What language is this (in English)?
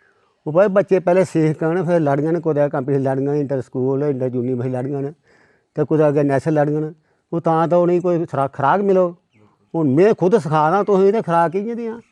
Dogri